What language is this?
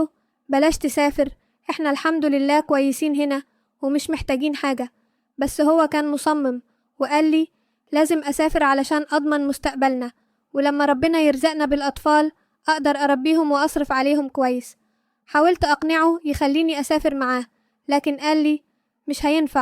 Egyptian Arabic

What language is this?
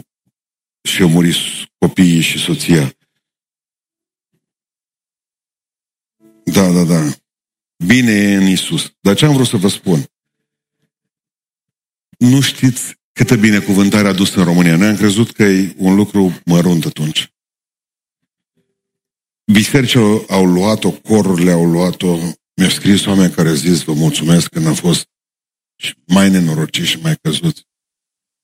Romanian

